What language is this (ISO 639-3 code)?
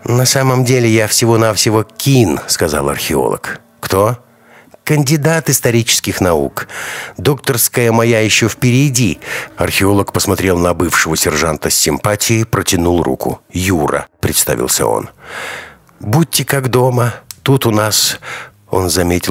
rus